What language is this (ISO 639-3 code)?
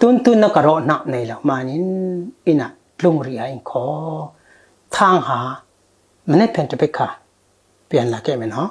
cfm